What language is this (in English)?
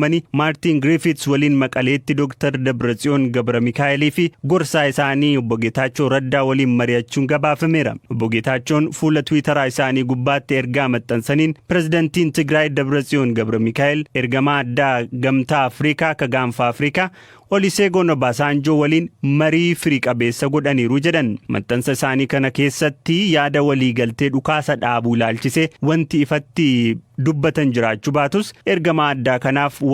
Oromo